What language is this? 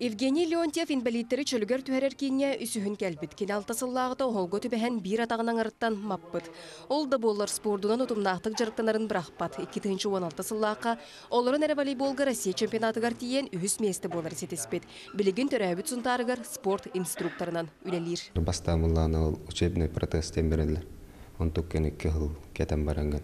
Yakut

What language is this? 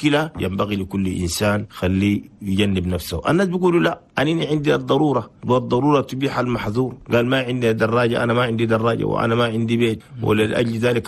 Chadian Arabic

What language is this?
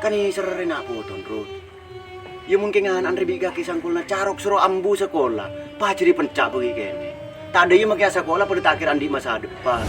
Madurese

